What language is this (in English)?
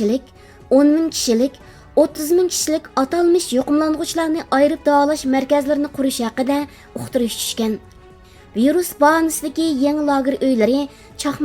Uyghur